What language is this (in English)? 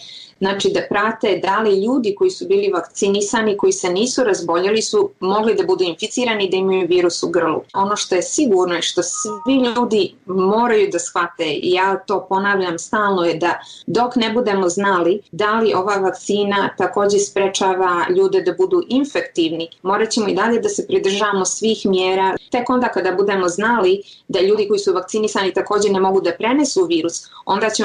Bosnian